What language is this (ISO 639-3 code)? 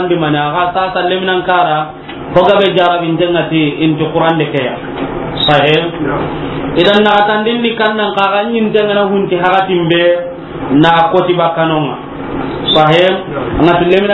snk